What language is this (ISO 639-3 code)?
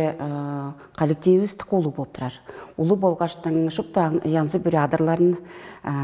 tyv